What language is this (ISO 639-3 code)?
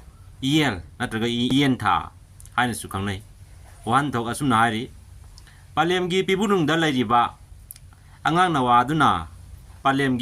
mni